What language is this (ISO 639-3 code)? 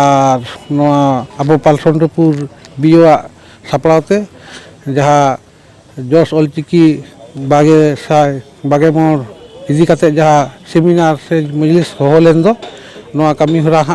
sat